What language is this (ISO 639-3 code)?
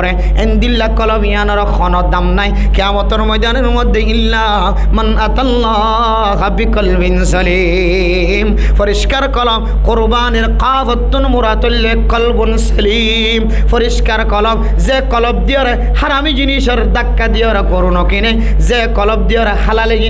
rhg